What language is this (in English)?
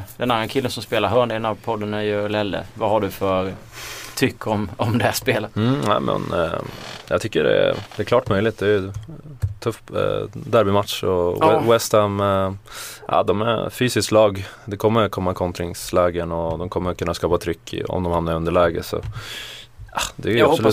Swedish